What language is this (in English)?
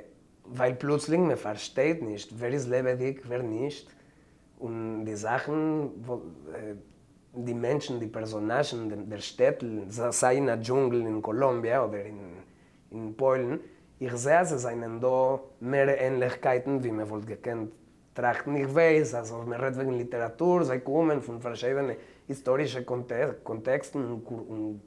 Yiddish